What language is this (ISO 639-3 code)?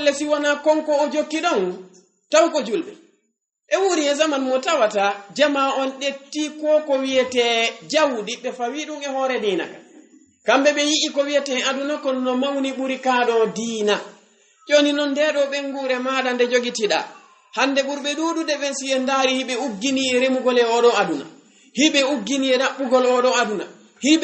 ful